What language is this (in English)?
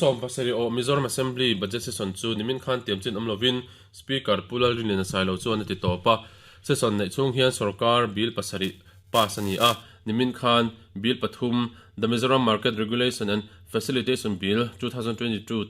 Mizo